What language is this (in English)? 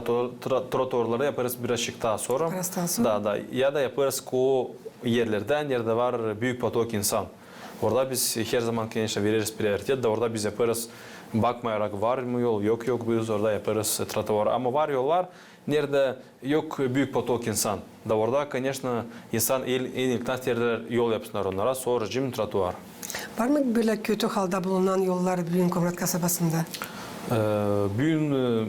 Gagauz